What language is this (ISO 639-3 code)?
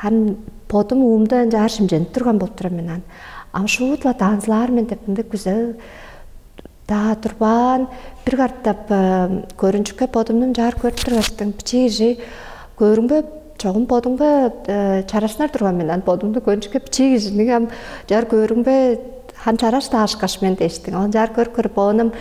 tyv